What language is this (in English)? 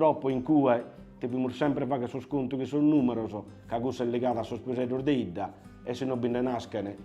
Sardinian